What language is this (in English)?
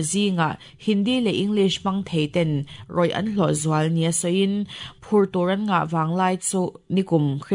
Mizo